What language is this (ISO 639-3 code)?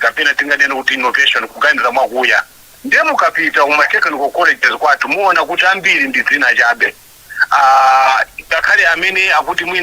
nya